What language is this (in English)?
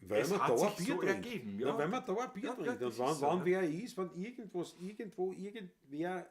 Bavarian